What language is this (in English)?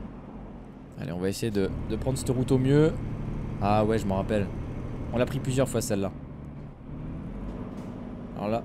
French